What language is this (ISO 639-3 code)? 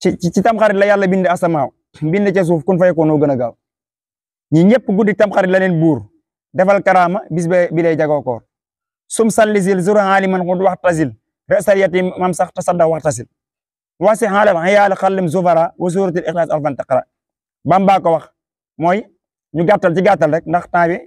wol